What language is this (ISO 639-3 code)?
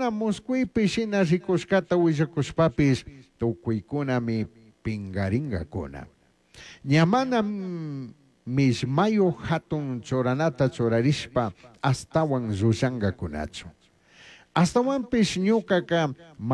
qug